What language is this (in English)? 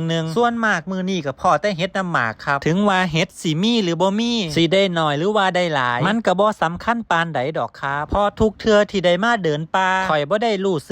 Northeastern Thai